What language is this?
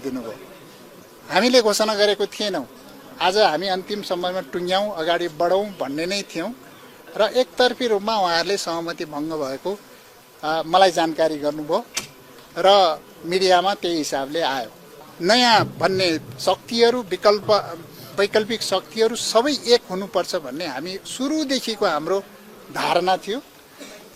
Nepali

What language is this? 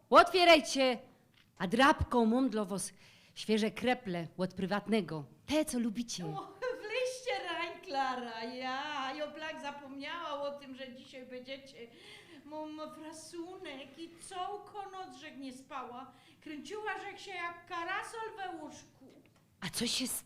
Silesian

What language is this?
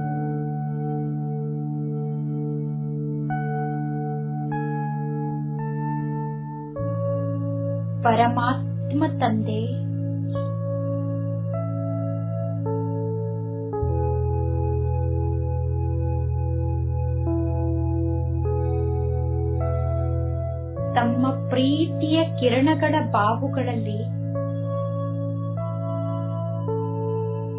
Kannada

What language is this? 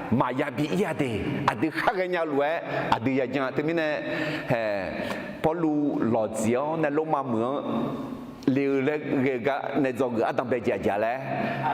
Akha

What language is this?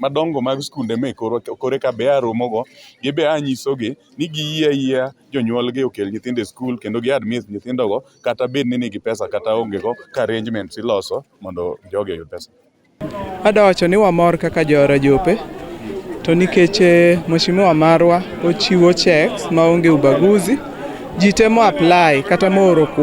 Luo (Kenya and Tanzania)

